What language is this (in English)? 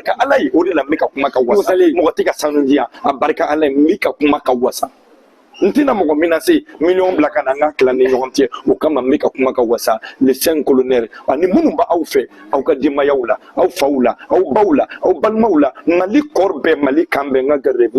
Bambara